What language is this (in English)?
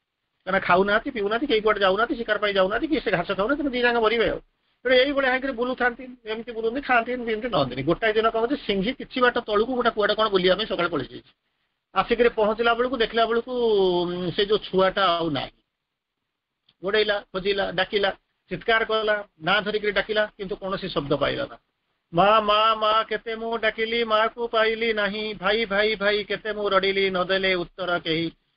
Odia